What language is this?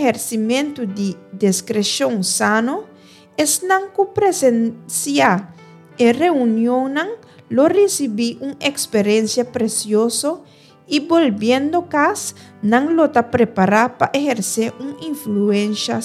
Papiamento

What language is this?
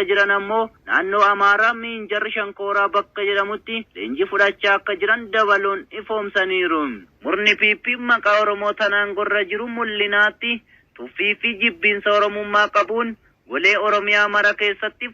Oromo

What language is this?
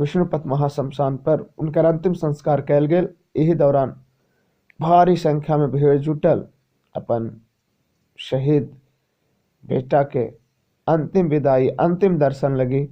Magahi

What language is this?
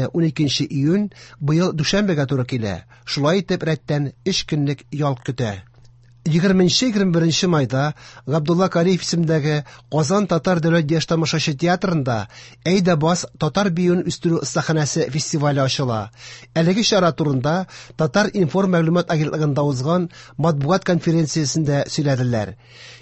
Tatar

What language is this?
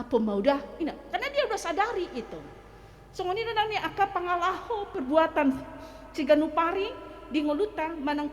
Batak Toba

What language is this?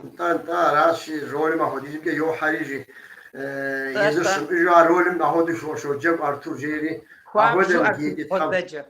Kabardian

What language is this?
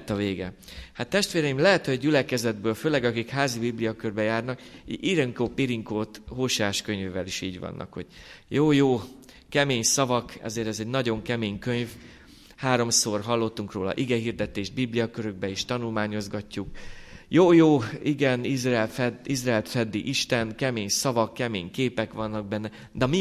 Hungarian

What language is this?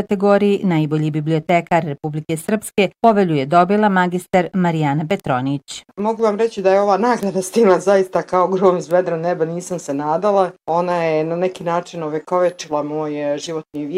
Bosnian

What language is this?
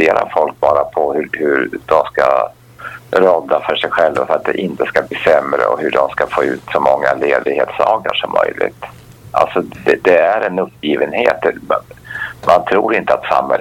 Swedish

